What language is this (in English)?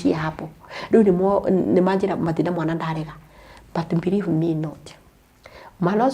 Kikuyu